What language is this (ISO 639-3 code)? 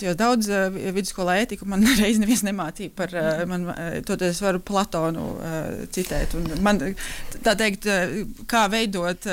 lav